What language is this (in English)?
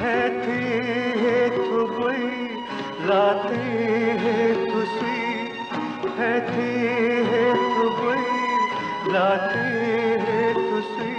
Newari